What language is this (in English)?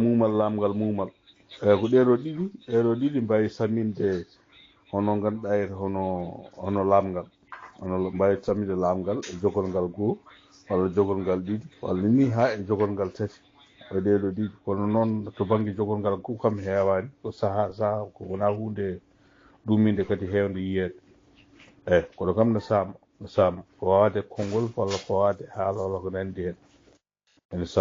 Fula